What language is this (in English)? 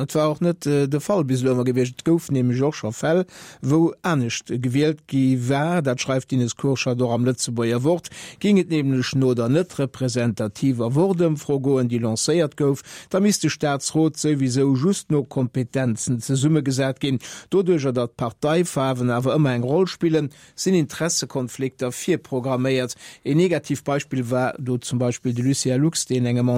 Luxembourgish